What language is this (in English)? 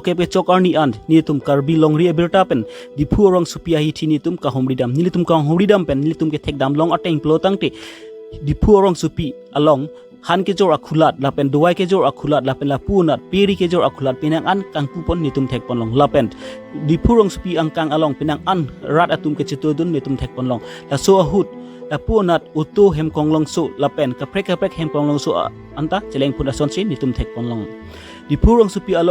Karbi